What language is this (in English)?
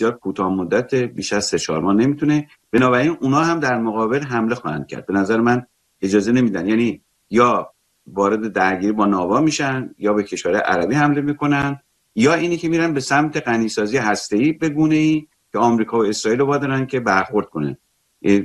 Persian